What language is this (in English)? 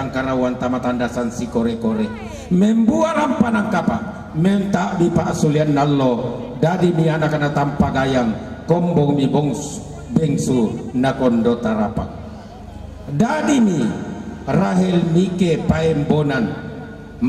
Toraja-Sa'dan